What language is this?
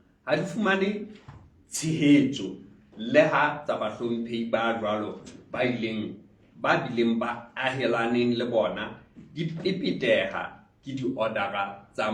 Southern Sotho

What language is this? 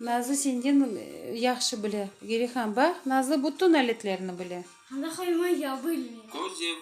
Crimean Tatar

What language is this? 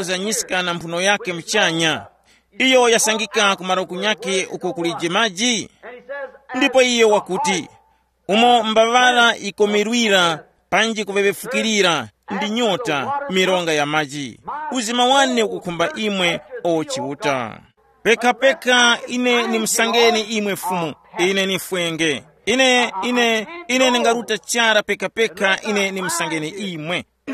Tumbuka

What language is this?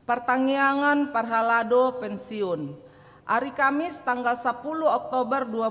Batak Toba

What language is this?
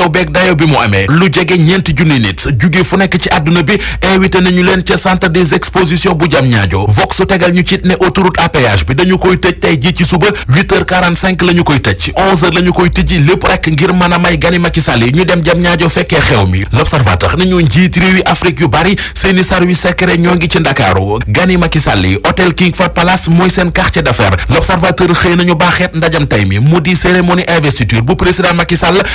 Wolof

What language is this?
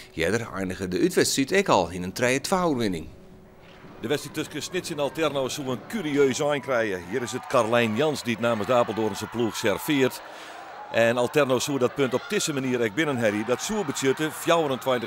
Western Frisian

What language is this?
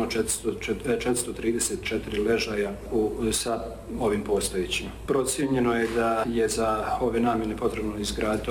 Bosnian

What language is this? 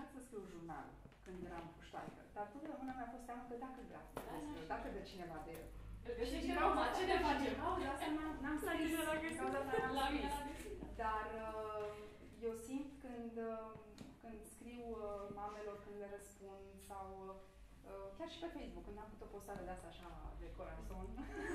Romanian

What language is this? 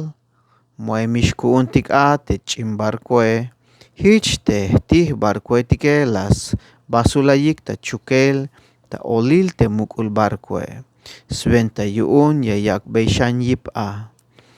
Tzeltal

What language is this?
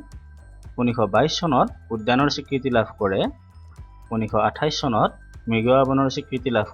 Assamese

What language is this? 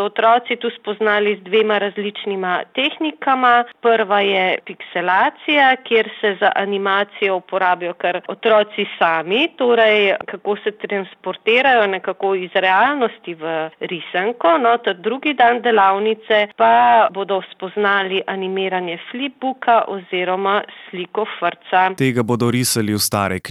Slovenian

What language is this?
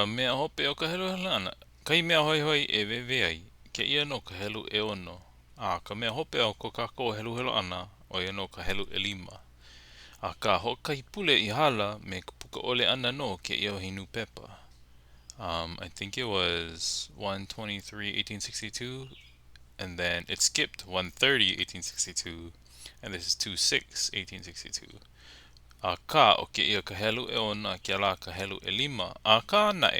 Hawaiian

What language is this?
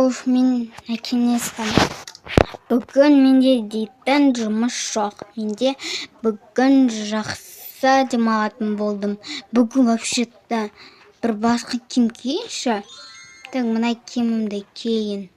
Kazakh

